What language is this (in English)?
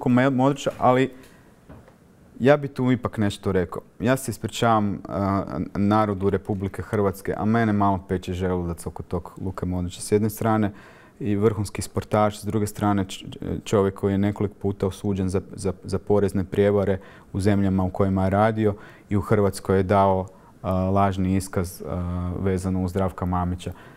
Croatian